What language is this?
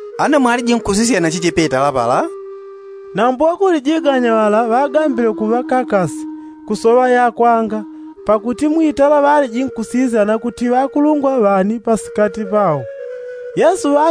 Yao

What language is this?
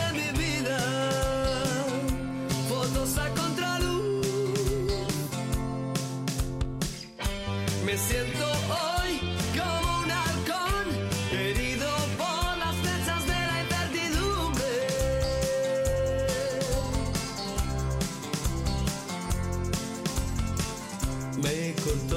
Spanish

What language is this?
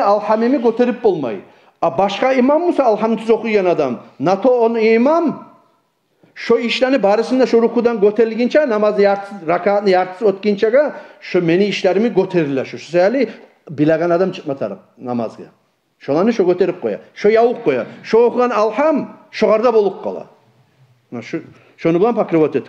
Kumyk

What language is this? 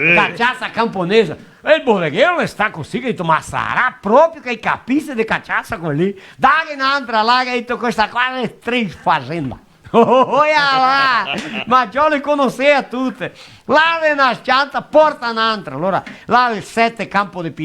Venetian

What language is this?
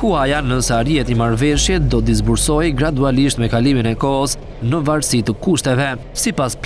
Albanian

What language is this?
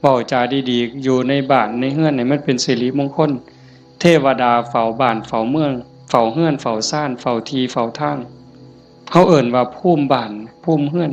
Northeastern Thai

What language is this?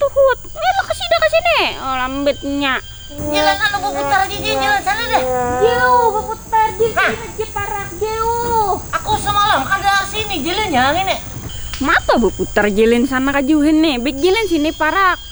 Banjar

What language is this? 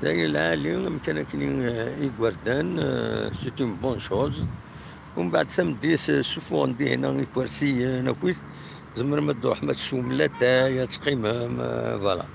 Kabyle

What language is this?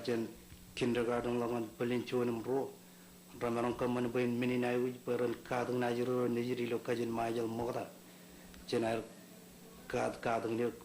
Marshallese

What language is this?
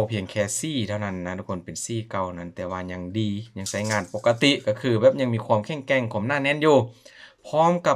Lao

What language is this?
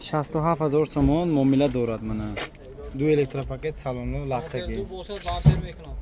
Tajik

